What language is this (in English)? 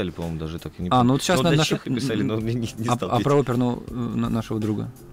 Russian